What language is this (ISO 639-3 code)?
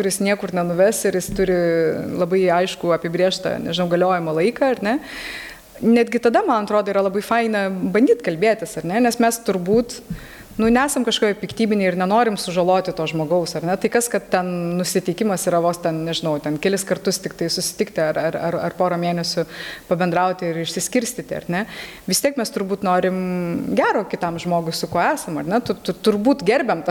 lit